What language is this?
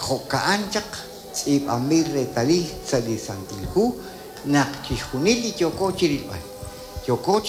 Kekchí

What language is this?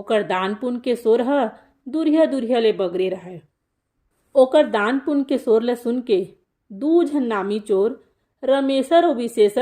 Chhattisgarhi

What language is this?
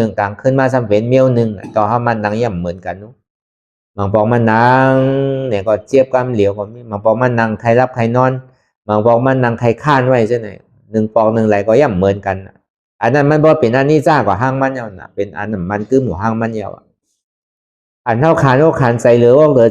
Shan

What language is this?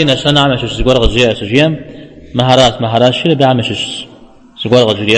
Kabardian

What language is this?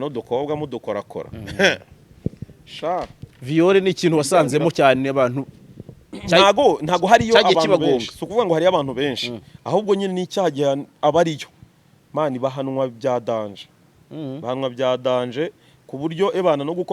Kinyarwanda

